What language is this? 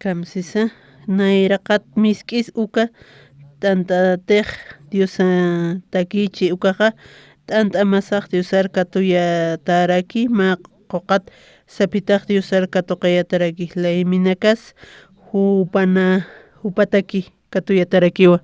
Aymara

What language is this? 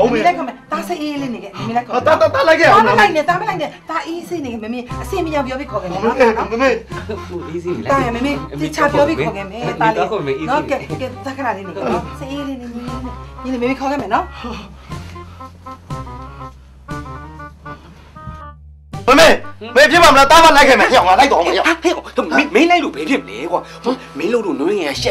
Burmese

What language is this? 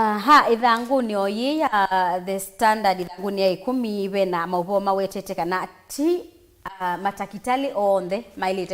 Kamba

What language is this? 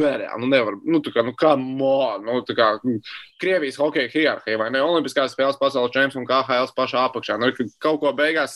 Latvian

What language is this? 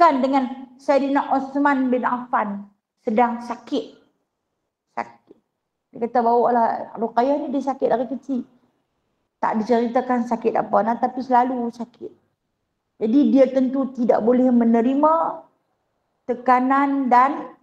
Malay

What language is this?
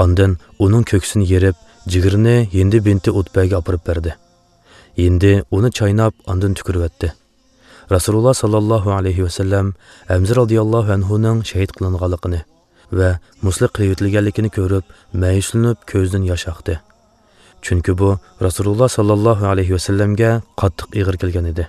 Uyghur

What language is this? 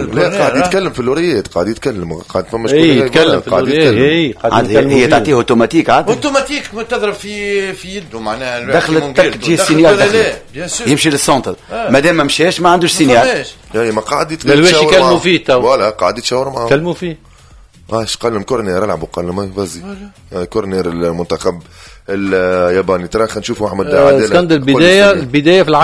Tunisian Arabic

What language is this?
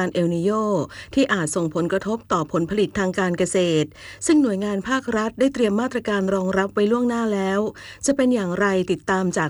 Thai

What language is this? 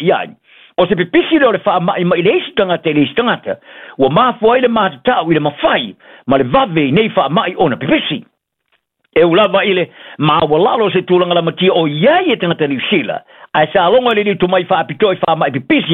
Samoan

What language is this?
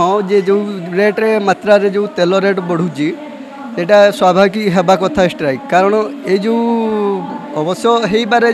Odia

